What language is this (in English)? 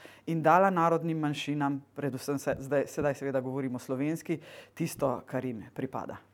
Slovenian